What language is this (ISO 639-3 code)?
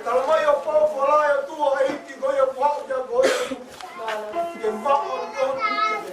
ton